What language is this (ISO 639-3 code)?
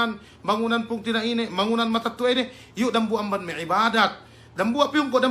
yka